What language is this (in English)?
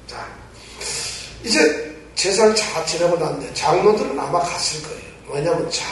Korean